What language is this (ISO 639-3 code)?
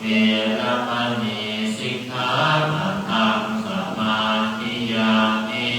pli